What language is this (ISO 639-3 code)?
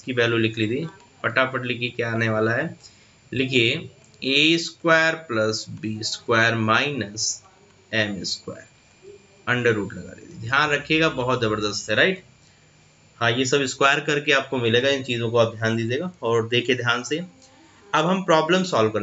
hin